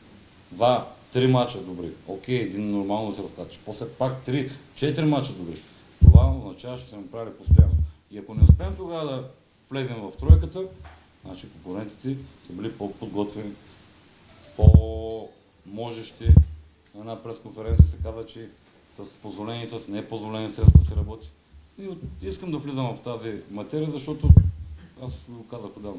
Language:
Bulgarian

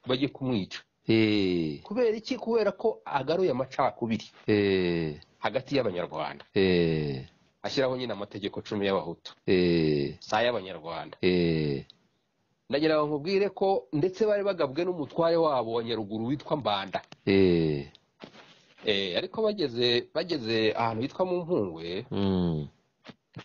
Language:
Kinyarwanda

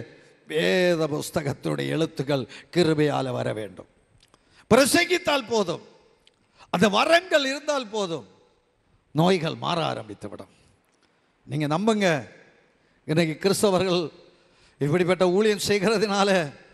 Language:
Tamil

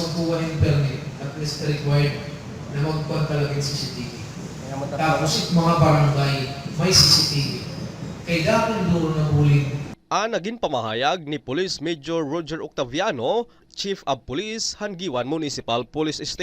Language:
Waray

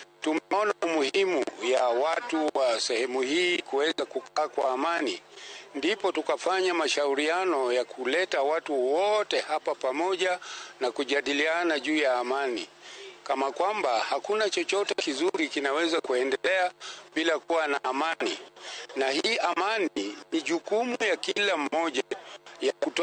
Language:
Luo (Kenya and Tanzania)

